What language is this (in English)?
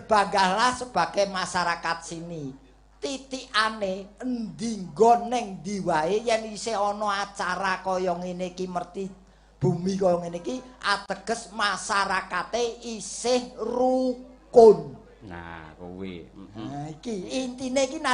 Javanese